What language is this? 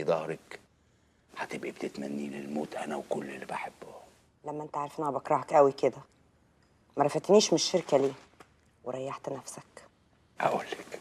Egyptian Arabic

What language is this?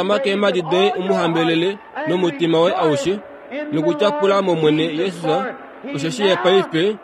Kuanyama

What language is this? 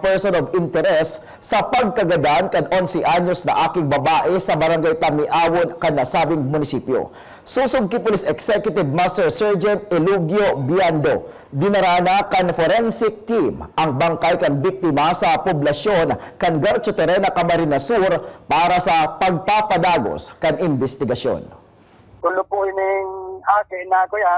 Bikol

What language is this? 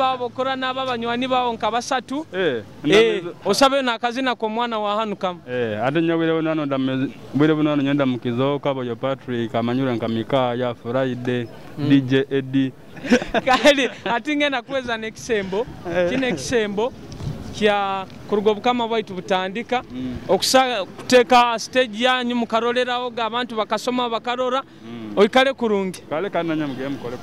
Nyoro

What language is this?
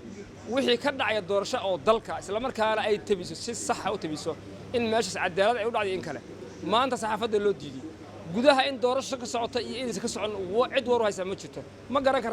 Somali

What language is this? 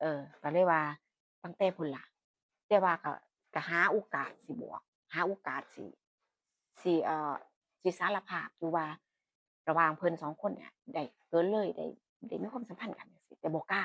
Northeastern Thai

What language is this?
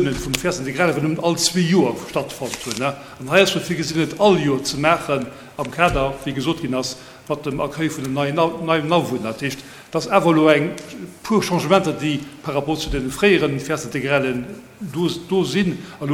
Luxembourgish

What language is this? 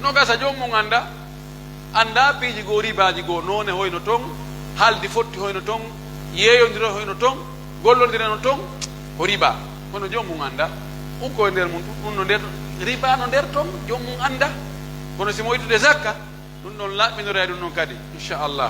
Pular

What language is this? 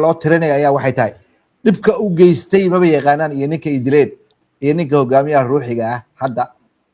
Somali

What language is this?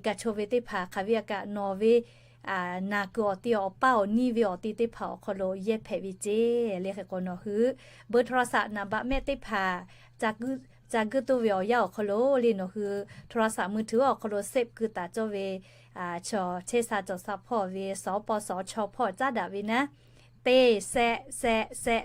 Lahu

